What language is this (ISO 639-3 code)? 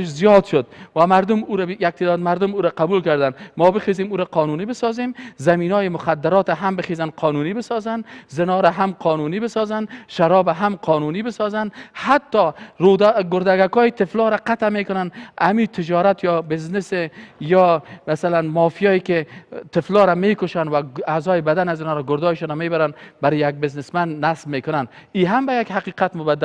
fas